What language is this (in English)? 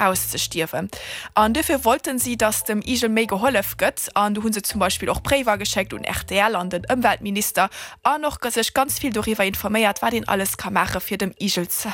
Luxembourgish